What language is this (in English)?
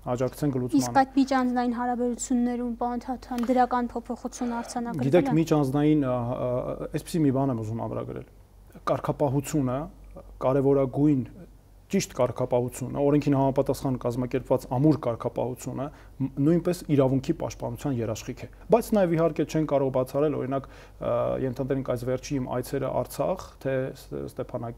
Armenian